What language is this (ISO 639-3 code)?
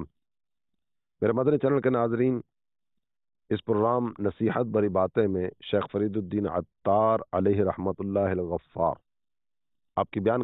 urd